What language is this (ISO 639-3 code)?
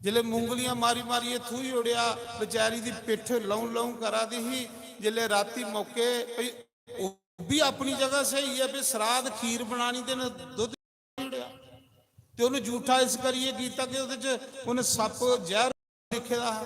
doi